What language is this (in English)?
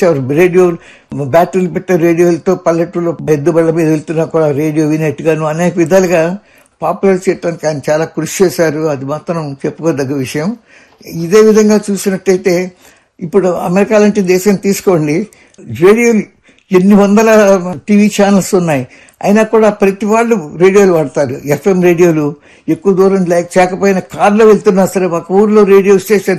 Telugu